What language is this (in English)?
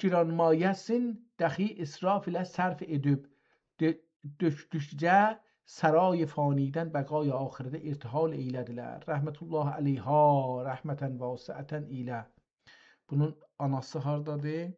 South Azerbaijani